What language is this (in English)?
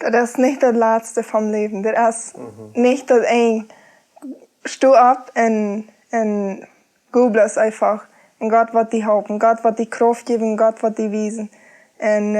Plautdietsch